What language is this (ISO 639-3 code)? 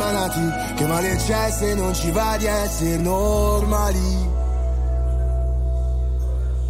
ita